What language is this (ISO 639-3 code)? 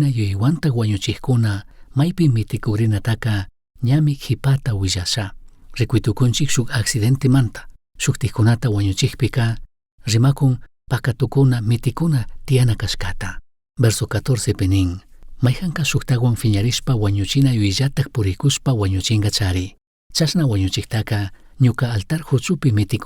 qug